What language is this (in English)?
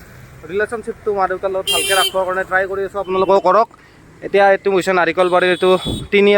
Assamese